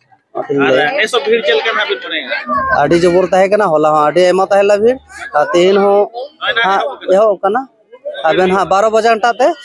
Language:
Santali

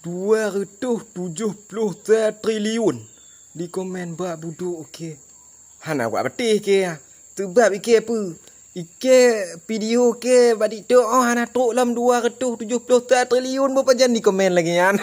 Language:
Achinese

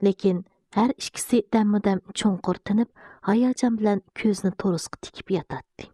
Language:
Uyghur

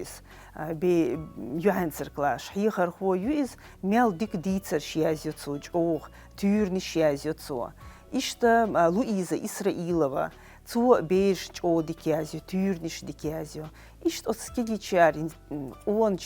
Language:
Chechen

